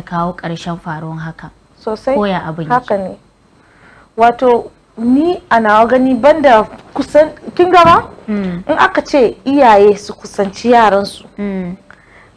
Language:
Hausa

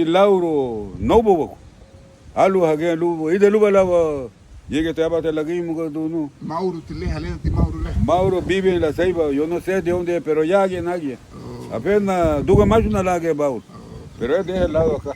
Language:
Garifuna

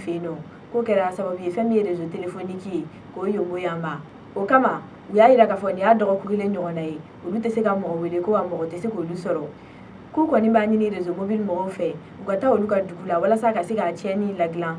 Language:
Bambara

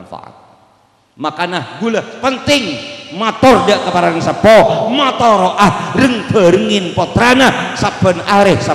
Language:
Madurese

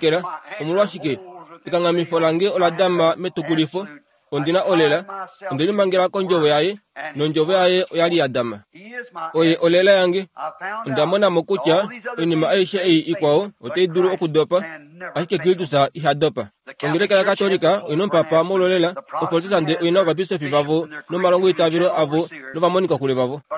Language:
Kuanyama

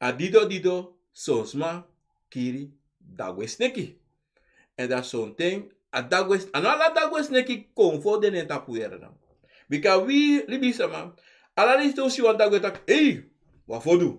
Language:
Sranan Tongo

